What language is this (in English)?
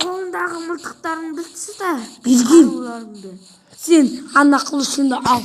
Kazakh